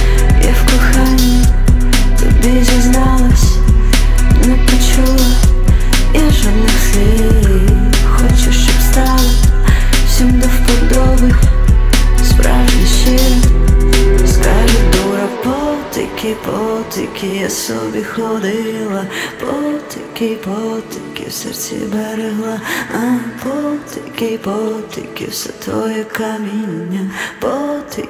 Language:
Ukrainian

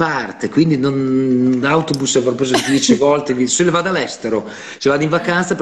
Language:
Italian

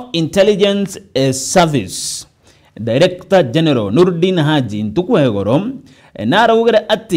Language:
Meru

